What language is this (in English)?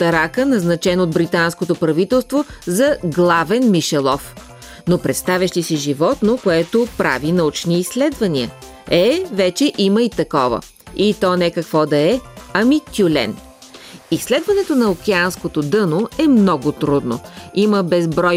Bulgarian